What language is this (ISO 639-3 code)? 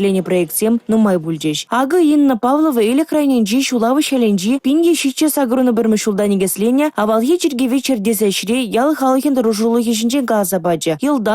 chv